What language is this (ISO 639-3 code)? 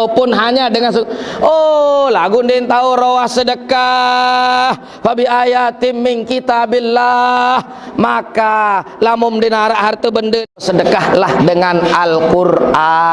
sas